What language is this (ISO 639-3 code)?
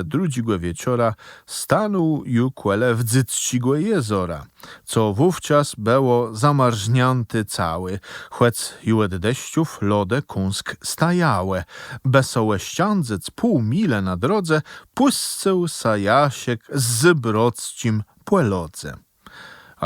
csb